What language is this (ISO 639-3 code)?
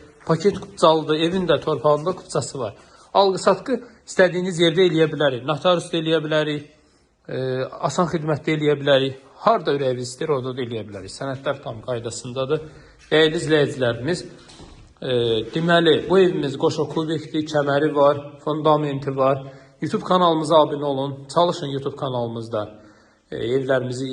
aze